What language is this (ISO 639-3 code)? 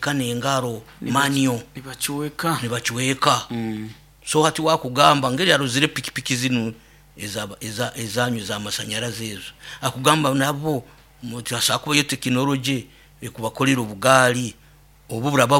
nyo